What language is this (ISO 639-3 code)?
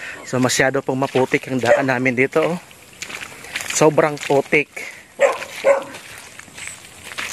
fil